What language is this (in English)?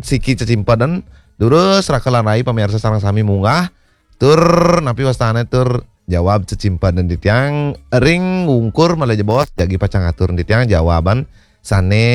Balinese